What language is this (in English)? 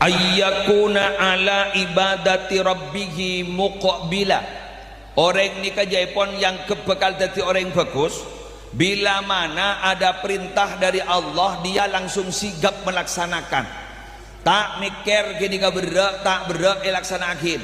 Madurese